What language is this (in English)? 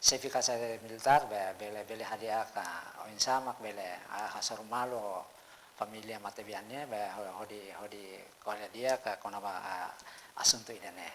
Tetum